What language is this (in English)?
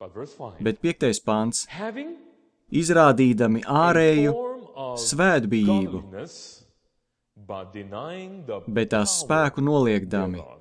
Latvian